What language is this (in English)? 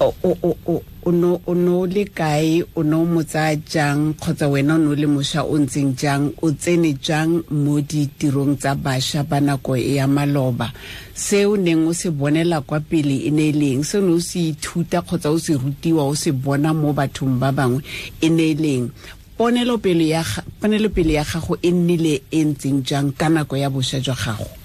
Tswana